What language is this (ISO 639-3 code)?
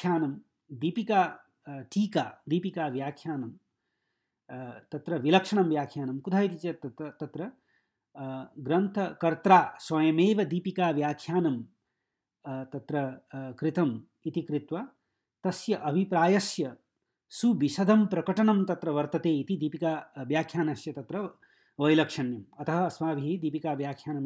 san